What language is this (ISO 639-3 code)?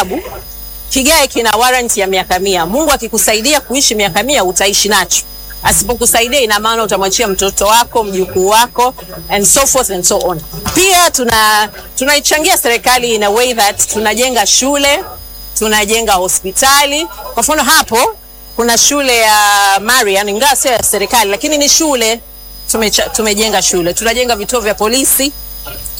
swa